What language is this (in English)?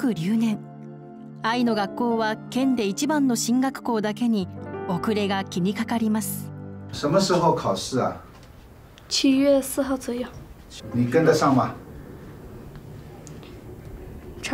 Japanese